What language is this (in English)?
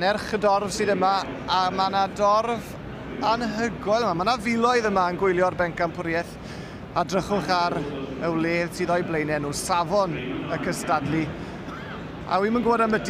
Welsh